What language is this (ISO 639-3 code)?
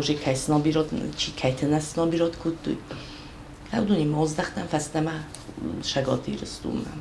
oss